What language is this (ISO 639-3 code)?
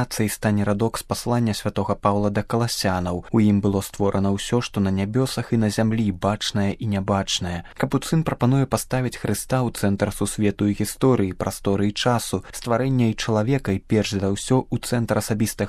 bel